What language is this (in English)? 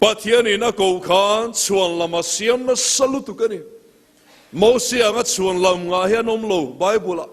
Mizo